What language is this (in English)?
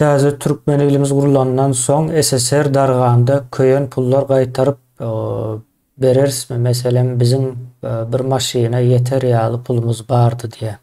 Turkmen